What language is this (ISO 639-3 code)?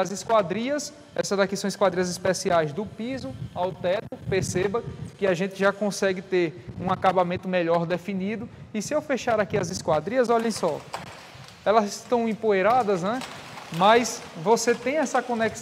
por